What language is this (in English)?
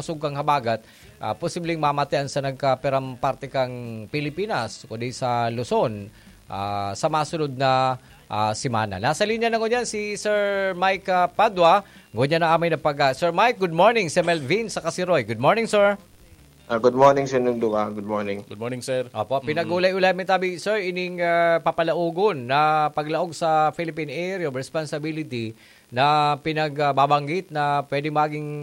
Bikol